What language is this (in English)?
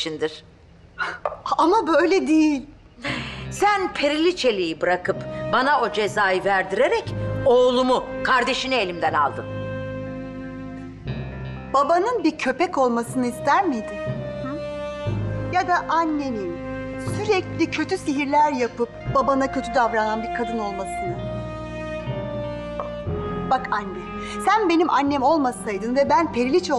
Turkish